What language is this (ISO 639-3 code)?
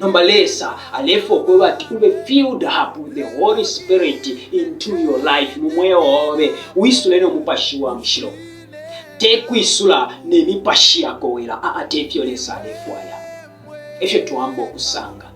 bem